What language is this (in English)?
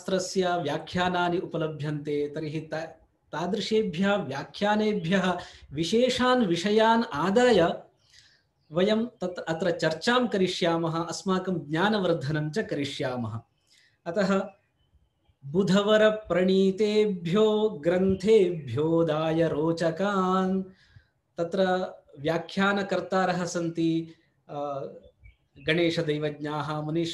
Sanskrit